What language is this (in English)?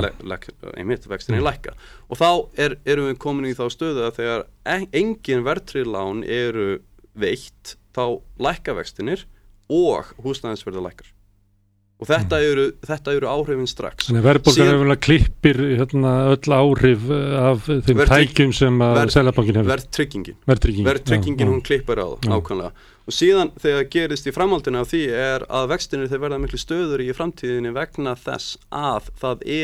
Icelandic